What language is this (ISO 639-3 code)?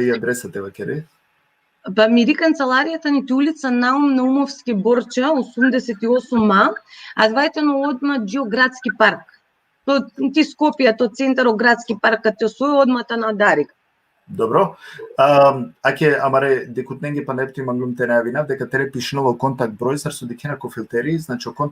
rmn